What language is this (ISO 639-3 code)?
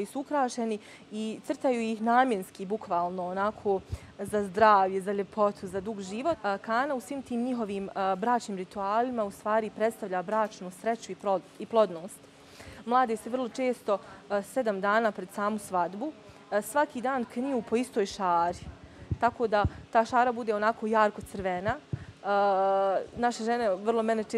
bos